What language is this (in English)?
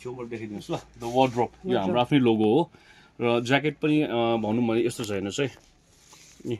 Nepali